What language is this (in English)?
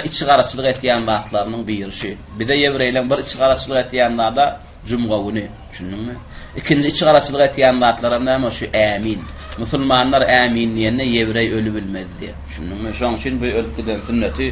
Turkmen